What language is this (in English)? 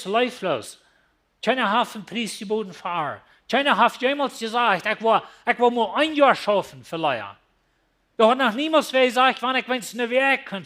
Plautdietsch